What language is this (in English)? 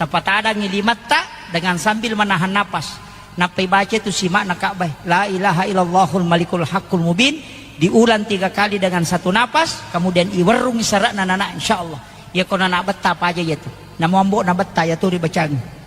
Buginese